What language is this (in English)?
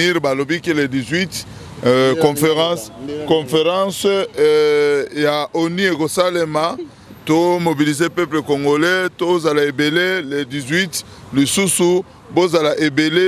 Lingala